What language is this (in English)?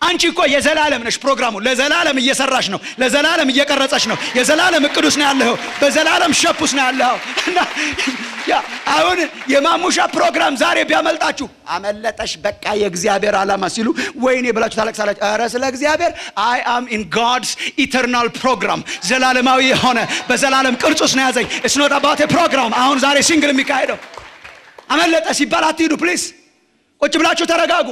Amharic